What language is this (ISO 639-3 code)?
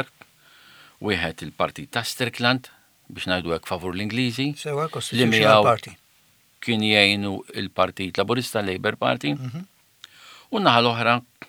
mlt